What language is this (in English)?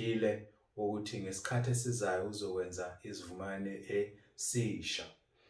Zulu